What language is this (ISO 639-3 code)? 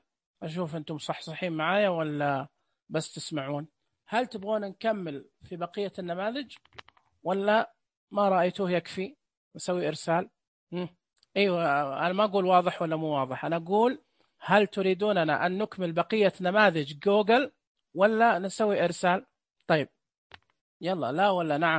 ars